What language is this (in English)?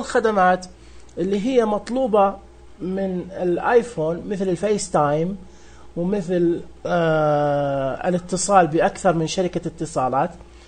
Najdi Arabic